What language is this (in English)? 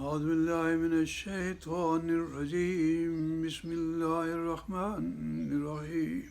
Sindhi